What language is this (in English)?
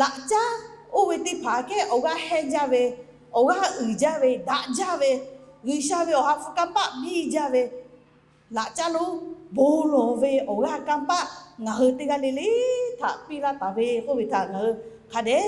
Lahu